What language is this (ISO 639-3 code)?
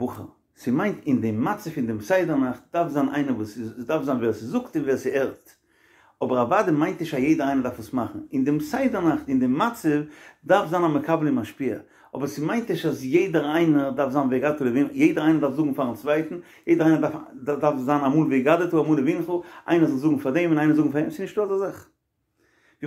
yid